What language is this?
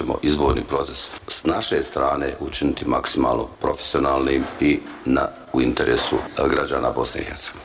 Bosnian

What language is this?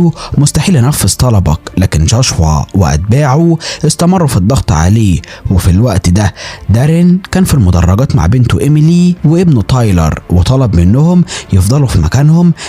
Egyptian Arabic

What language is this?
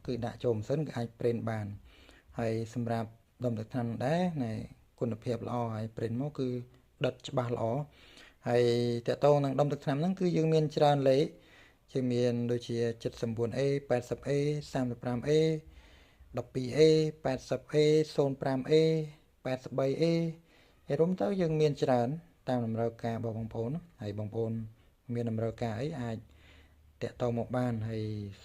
Khmer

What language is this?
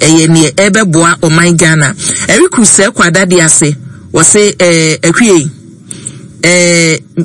Akan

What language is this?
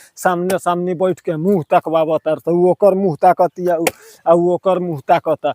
Bhojpuri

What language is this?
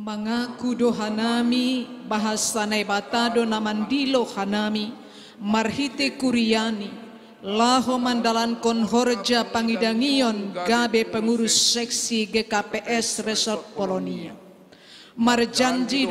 Batak Simalungun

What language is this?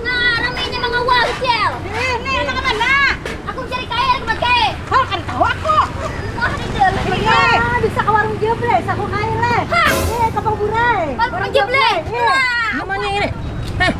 Banjar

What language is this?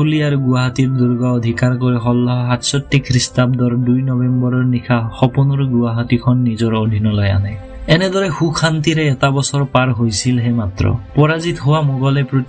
Assamese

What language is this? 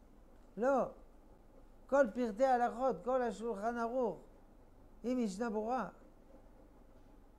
Hebrew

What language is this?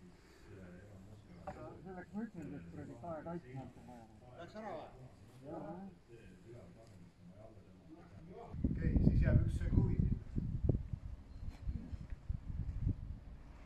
Estonian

